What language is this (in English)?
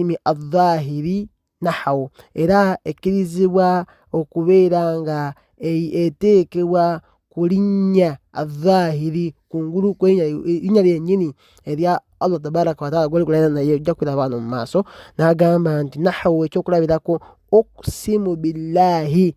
Ganda